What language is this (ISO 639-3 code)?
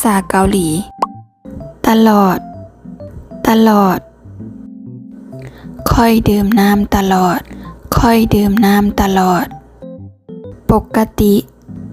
lao